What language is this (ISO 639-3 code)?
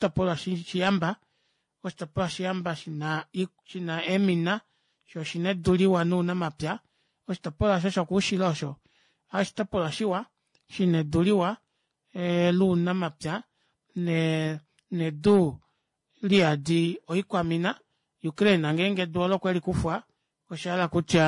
kua